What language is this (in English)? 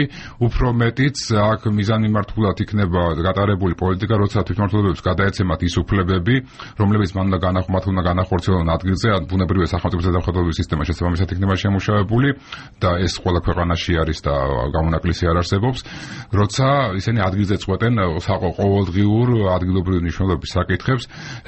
Georgian